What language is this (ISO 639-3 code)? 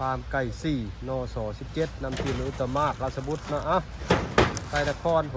lao